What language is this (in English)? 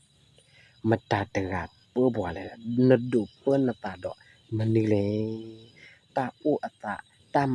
S'gaw Karen